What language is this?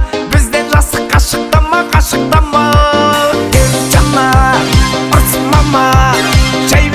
Kazakh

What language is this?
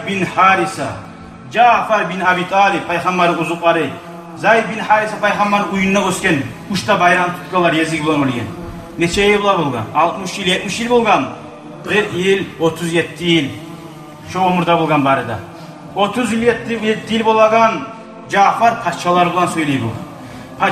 Kumyk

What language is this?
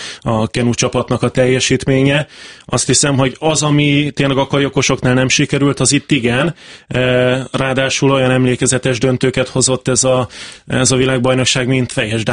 Hungarian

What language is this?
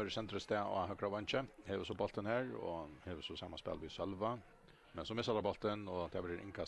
Faroese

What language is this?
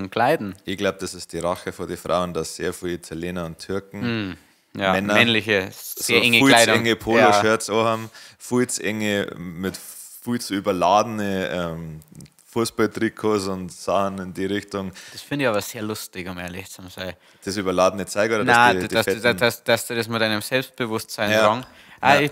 Bavarian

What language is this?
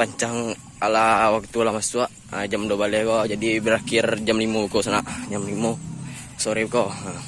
Minangkabau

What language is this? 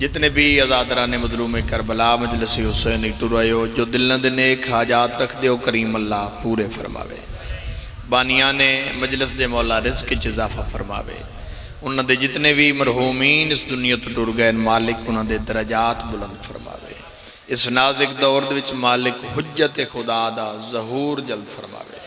Pahari-Potwari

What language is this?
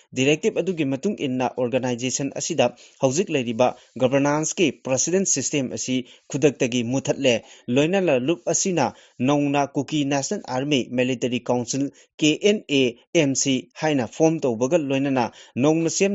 Manipuri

